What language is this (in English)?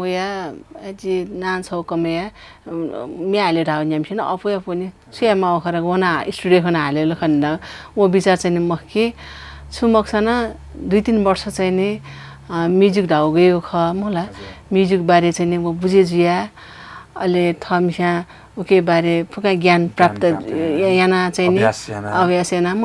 Newari